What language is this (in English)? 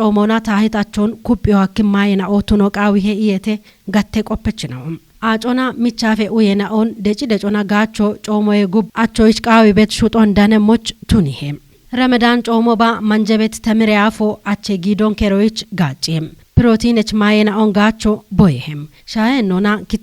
Kafa